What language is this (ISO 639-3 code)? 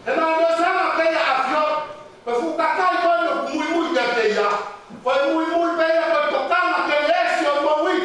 ton